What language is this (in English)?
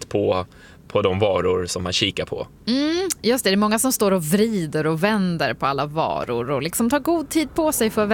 Swedish